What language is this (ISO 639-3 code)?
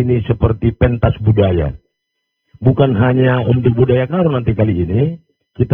ind